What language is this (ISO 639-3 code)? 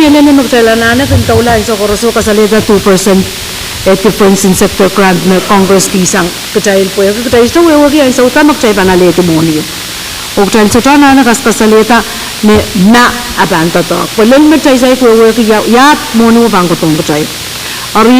pon